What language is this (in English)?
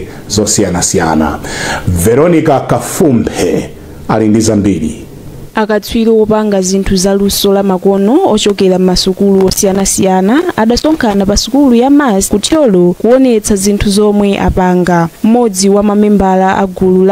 Nyanja